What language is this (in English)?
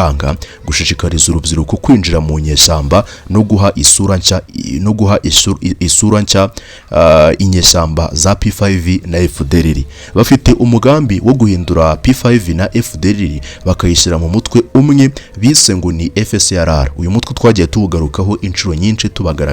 Kinyarwanda